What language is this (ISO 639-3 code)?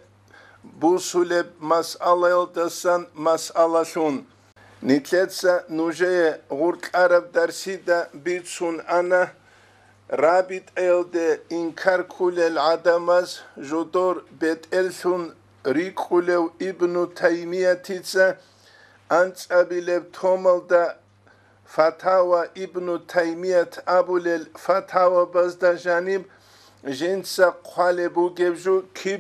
ava